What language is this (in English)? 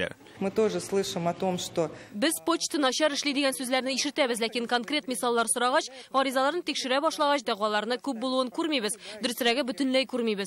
Tatar